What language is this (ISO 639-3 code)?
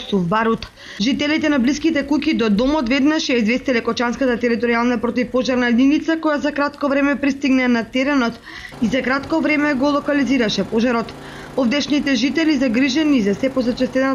mkd